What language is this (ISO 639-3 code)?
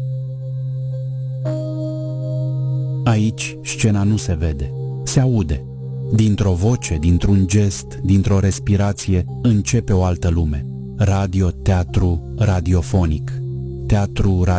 ron